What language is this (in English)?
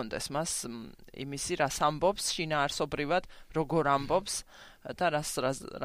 Georgian